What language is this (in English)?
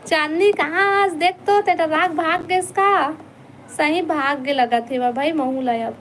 Chhattisgarhi